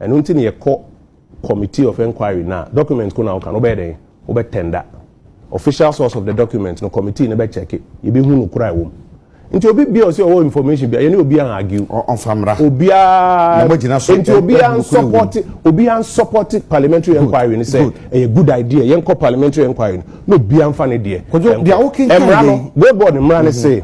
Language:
Akan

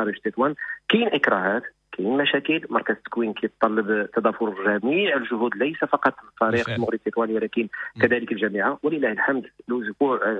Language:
Moroccan Arabic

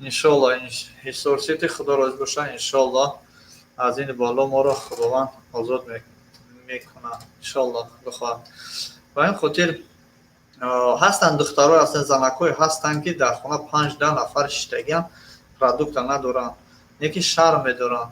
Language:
Tajik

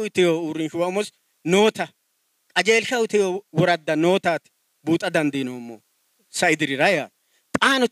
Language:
Sidamo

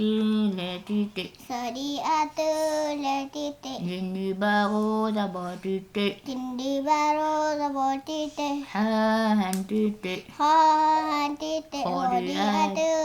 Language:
Achinese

